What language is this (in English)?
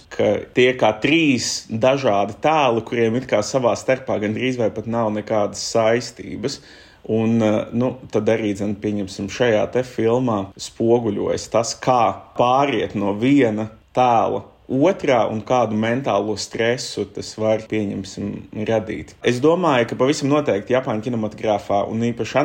Latvian